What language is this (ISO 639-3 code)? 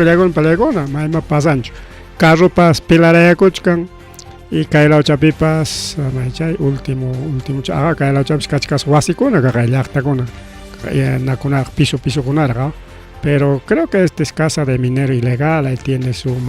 quy